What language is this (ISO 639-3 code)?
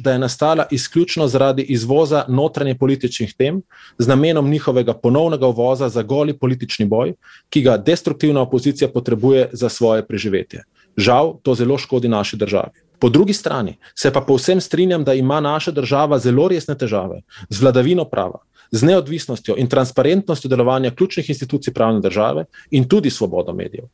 slv